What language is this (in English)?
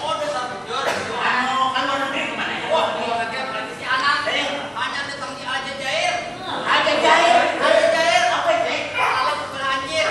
Banjar